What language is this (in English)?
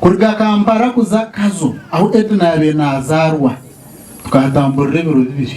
Nyankole